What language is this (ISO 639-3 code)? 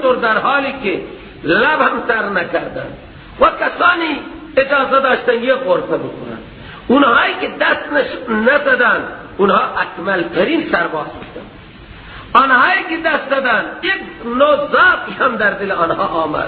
fas